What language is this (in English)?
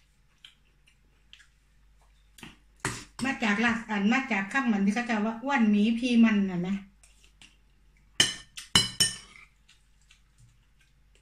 Thai